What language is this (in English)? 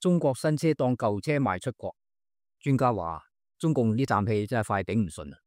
Cantonese